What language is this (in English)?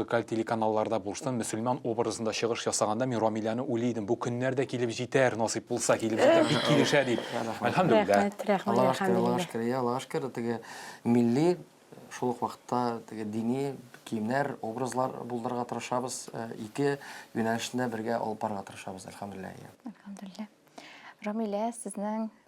Tatar